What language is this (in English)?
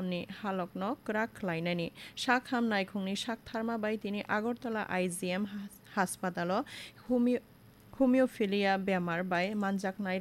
Kok Borok